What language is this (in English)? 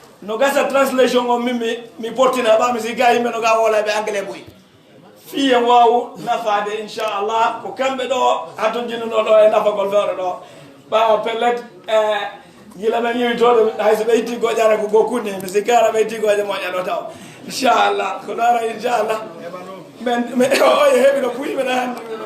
Pular